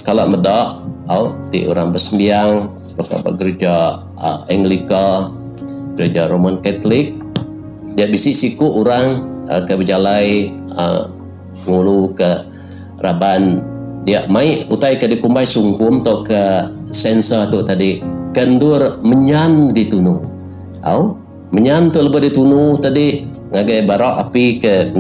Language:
Iban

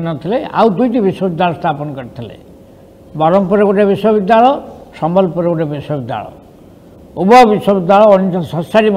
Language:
Odia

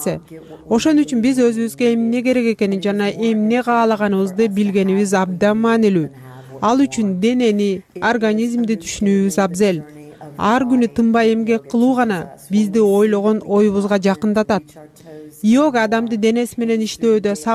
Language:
Kyrgyz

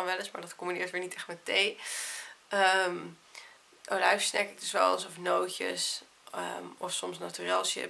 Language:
Dutch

